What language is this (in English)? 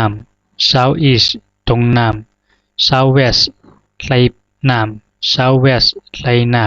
Zhuang